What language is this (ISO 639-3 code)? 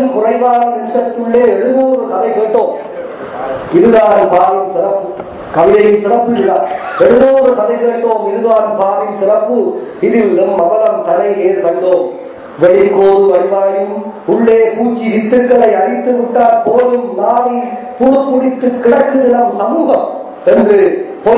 tam